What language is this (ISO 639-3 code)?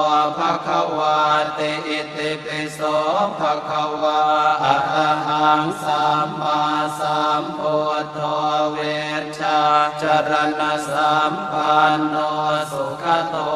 pli